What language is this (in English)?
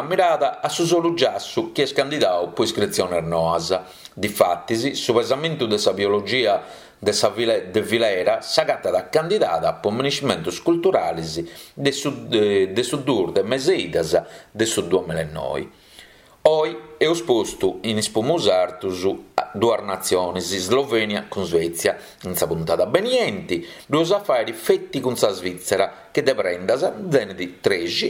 Sardinian